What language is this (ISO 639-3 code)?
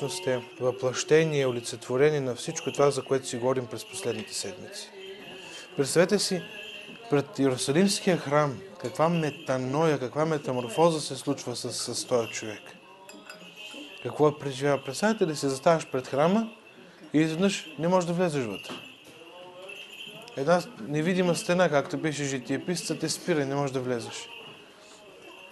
bul